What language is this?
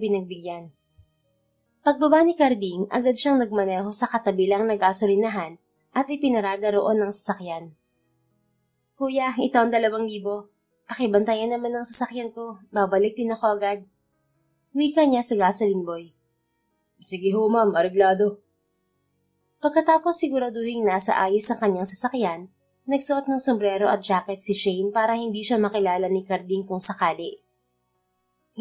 Filipino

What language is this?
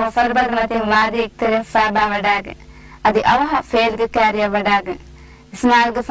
Divehi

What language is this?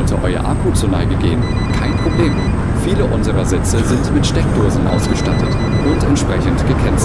German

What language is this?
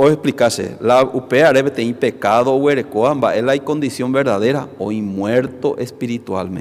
Guarani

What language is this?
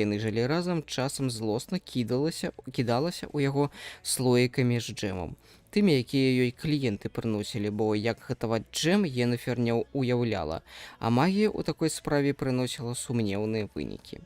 Belarusian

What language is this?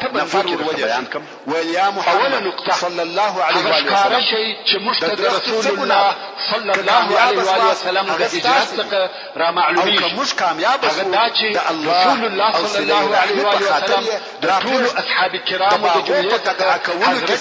Pashto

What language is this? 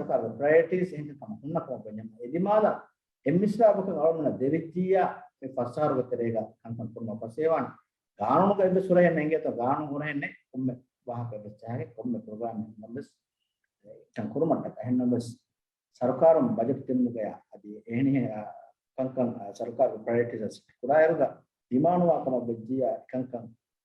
Divehi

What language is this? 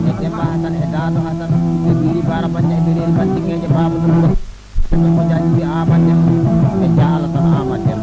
Fula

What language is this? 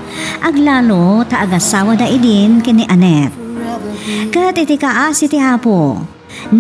Iloko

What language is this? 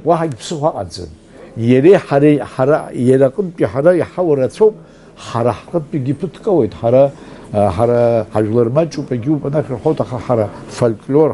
Abkhazian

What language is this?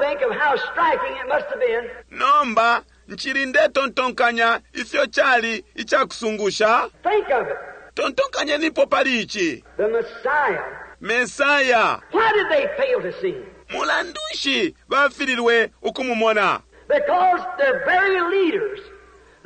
Bemba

